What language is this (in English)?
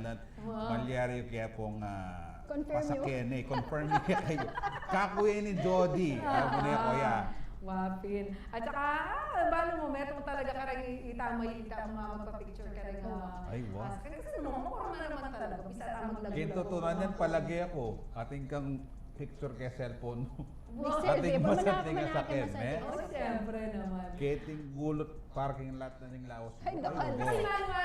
Pampanga